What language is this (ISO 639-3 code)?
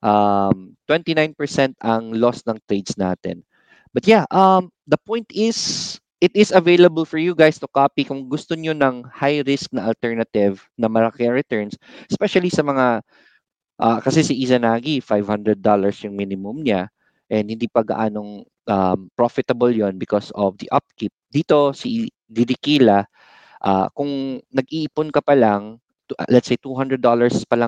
fil